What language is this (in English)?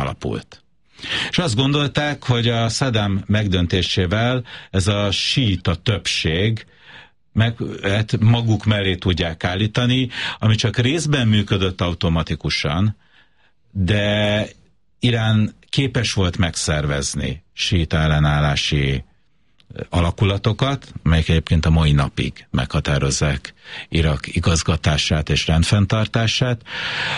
Hungarian